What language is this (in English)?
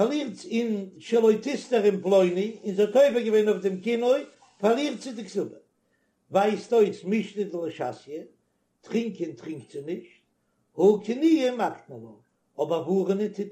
Yiddish